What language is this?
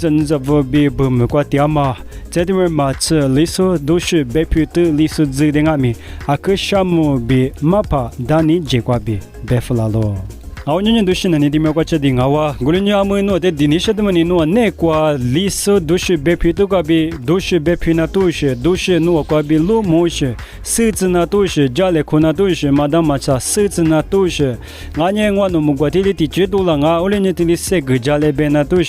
Lisu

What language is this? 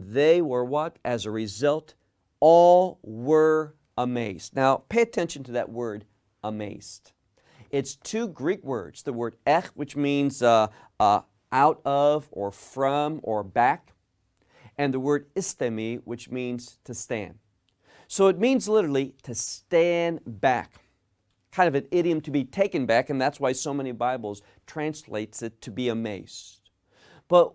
English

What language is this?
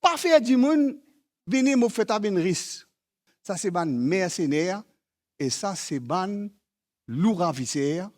Morisyen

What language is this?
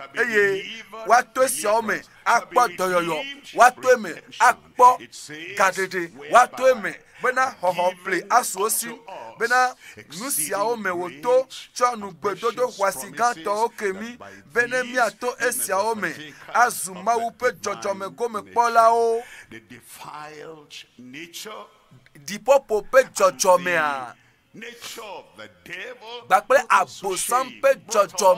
Ewe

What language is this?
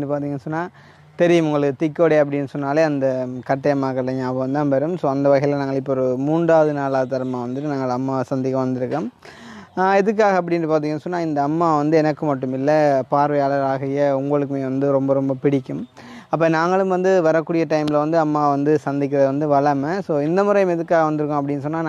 Tamil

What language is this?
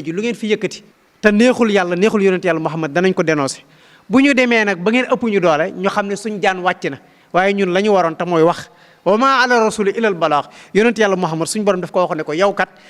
Wolof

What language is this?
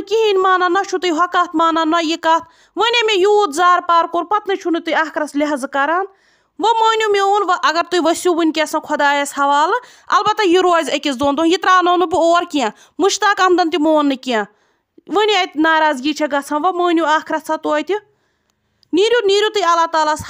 Kashmiri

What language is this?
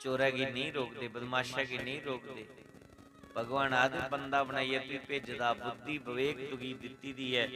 Dogri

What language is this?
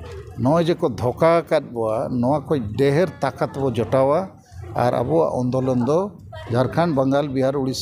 Santali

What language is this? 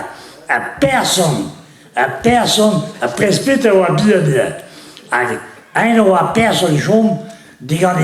Breton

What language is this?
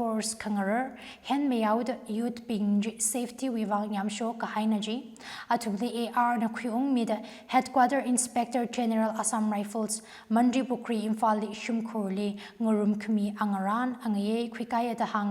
Tangkhul Naga (India)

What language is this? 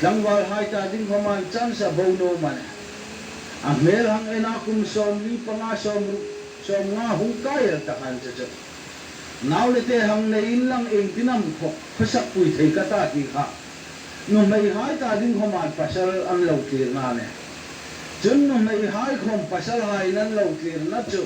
Hmar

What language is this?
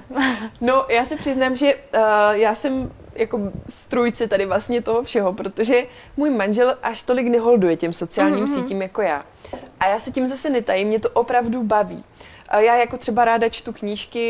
Czech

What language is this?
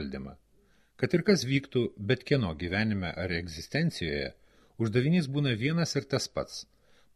Lithuanian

